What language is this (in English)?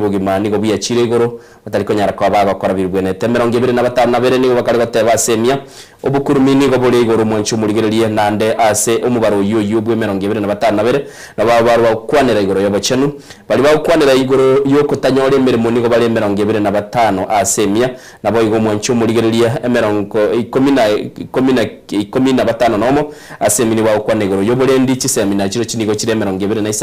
Gusii